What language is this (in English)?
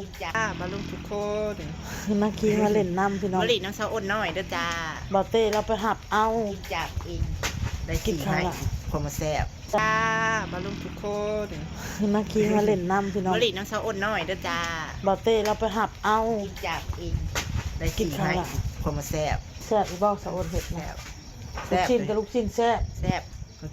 Northeastern Thai